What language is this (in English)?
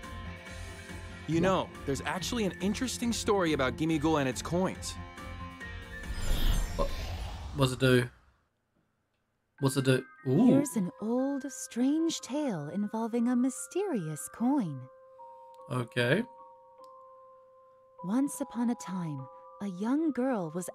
English